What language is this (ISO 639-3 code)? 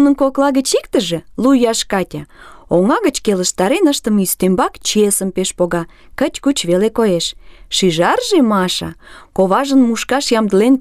chm